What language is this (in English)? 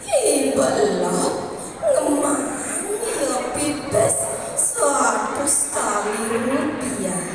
Balinese